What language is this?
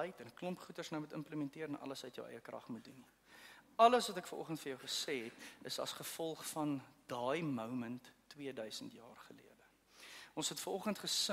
Afrikaans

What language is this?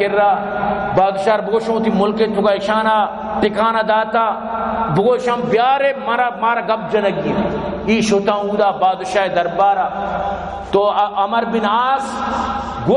Baluchi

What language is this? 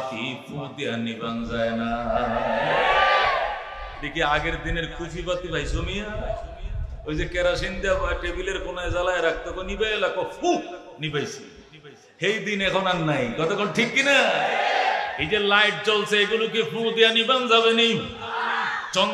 Bangla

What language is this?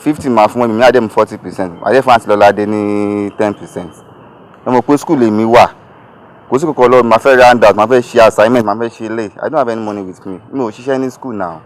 Yoruba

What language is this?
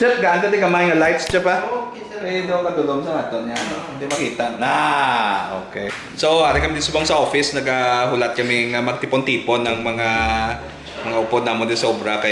Hiligaynon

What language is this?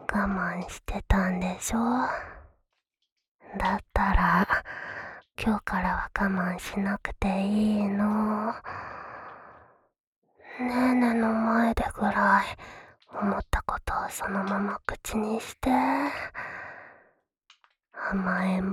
Japanese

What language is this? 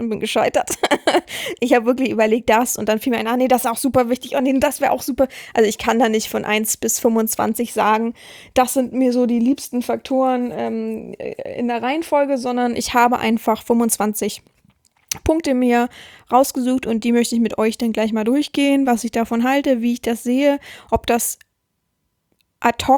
German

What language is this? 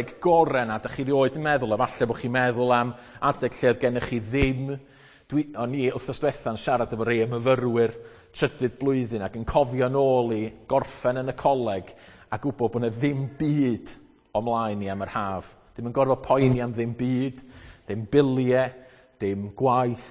Welsh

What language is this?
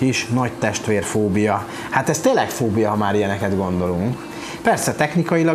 Hungarian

